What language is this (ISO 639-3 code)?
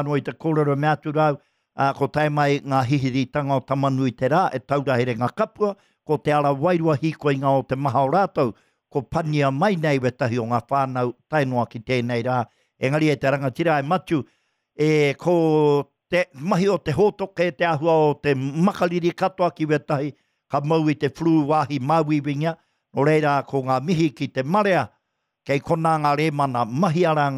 mri